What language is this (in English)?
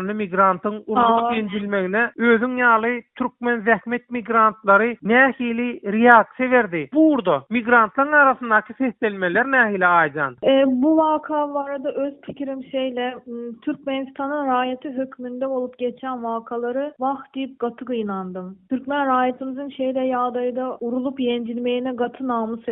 Turkmen